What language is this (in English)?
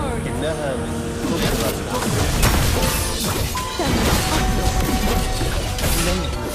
Arabic